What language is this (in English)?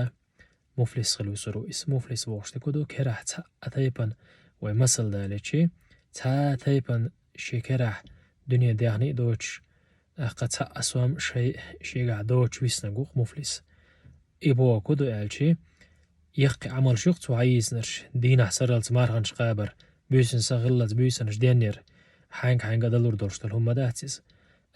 Chechen